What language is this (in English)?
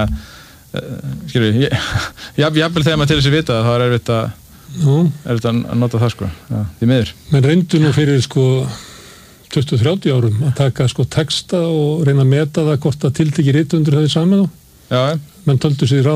Icelandic